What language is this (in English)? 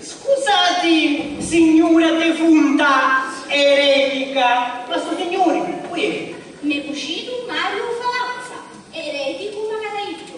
Sicilian